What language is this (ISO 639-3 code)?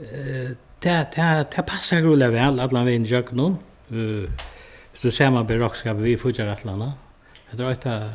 fao